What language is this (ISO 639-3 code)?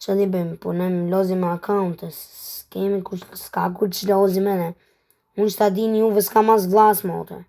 sqi